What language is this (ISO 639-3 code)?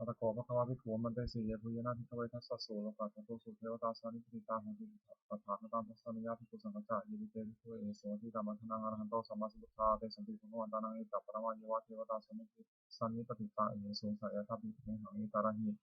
pli